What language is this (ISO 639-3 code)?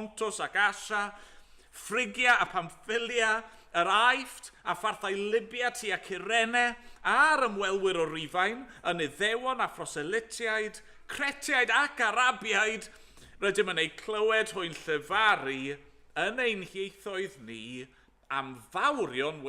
cym